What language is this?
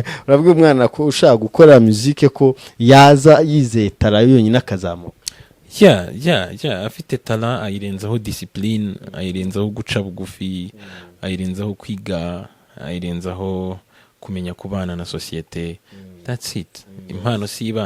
Kinyarwanda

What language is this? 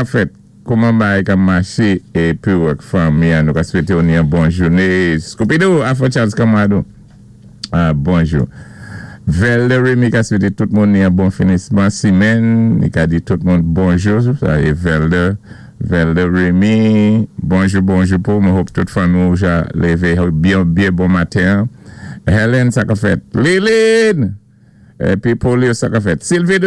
Saint Lucian Creole French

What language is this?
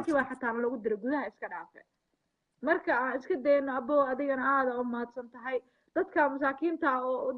Somali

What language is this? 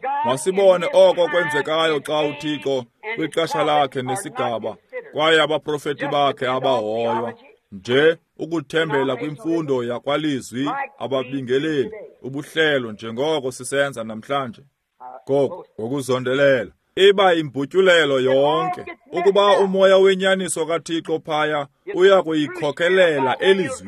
Xhosa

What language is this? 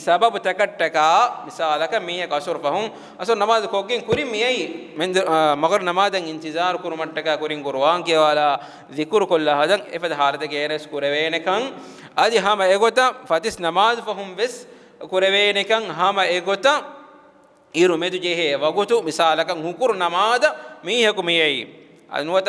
Divehi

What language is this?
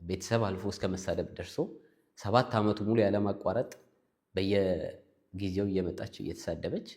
Amharic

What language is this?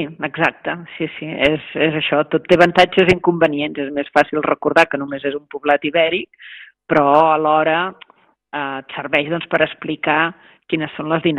Catalan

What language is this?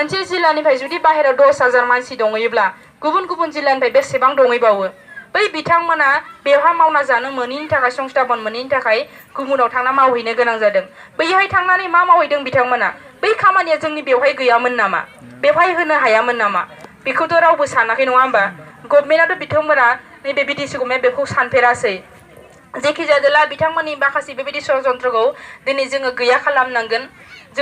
Bodo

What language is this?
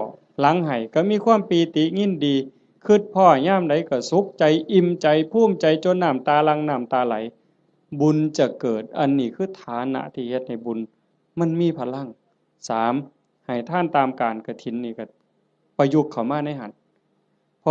Northeastern Thai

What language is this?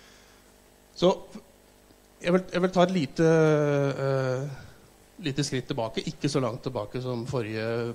Norwegian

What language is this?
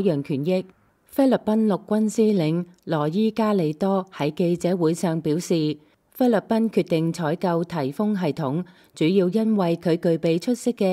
Cantonese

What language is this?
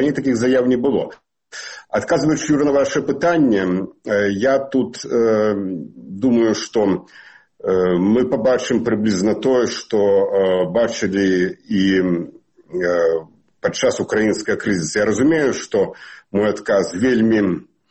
Belarusian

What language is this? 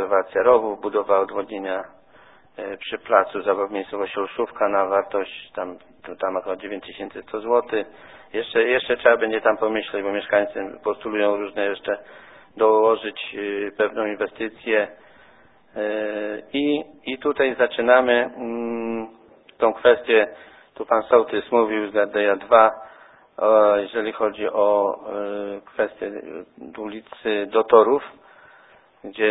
Polish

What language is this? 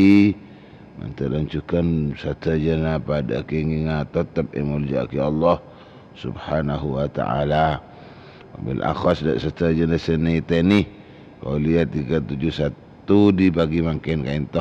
Madurese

